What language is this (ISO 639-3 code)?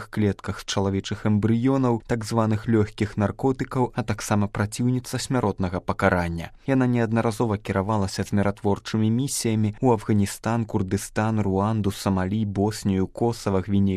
bel